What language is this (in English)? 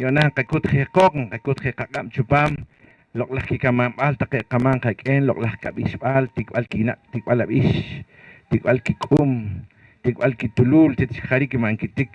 Poqomchi'